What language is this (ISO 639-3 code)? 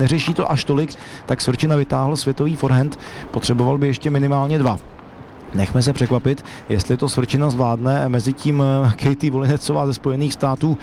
ces